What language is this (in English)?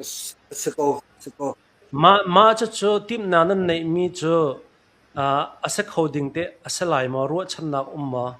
Hakha Chin